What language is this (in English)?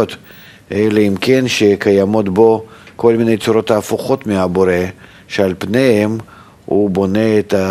Hebrew